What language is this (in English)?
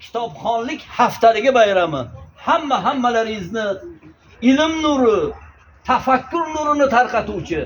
Uzbek